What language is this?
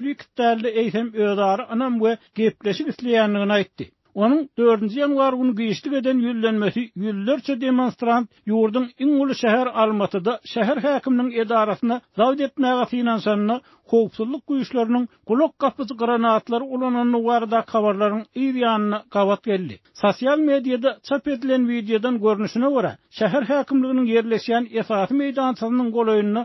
Turkmen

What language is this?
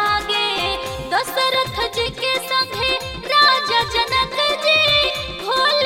Bhojpuri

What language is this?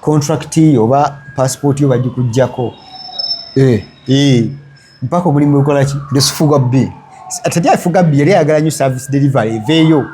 Ganda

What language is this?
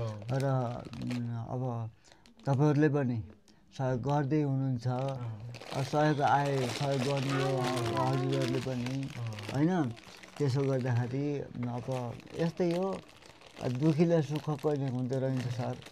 Nepali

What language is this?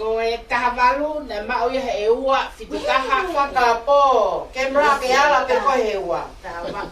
Tongan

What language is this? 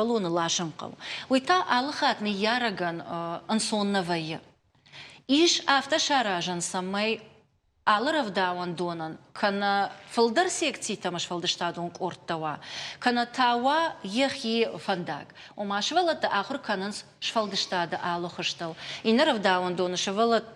Ossetic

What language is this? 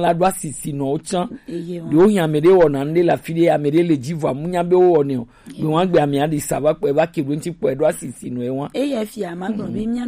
Gen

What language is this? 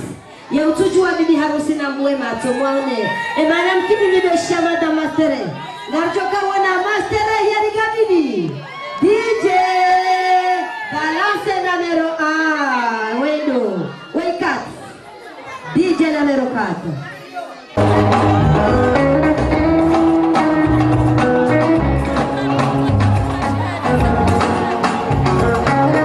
Swahili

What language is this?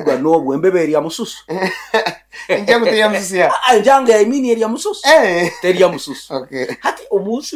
Nyoro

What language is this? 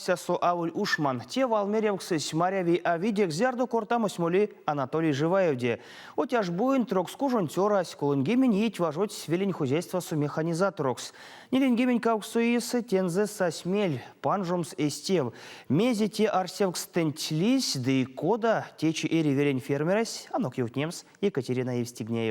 Erzya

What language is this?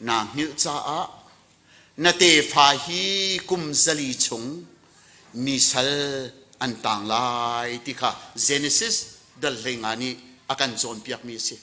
Hakha Chin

